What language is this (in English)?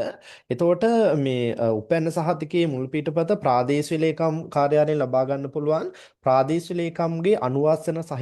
Sinhala